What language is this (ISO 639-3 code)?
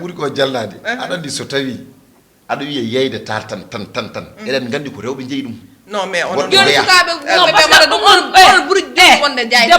ful